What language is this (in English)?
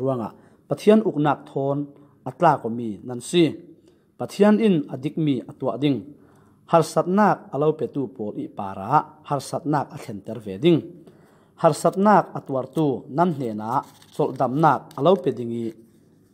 Falam Chin